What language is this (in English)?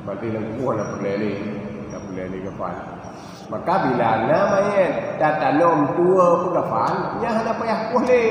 Achinese